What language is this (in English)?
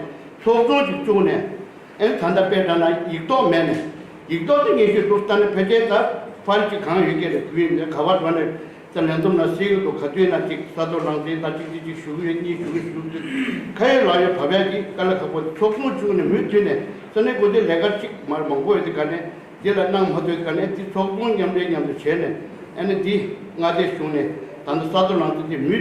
Tibetan